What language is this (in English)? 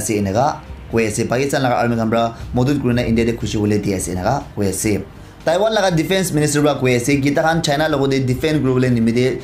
Naga Pidgin